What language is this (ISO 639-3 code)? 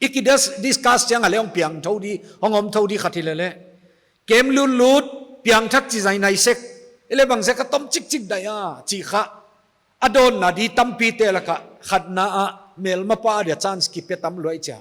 pck